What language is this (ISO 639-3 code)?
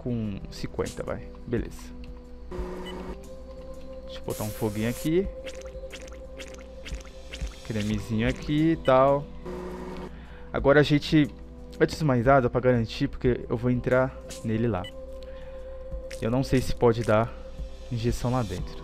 por